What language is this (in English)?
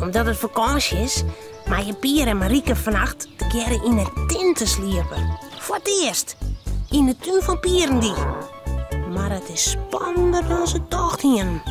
Western Frisian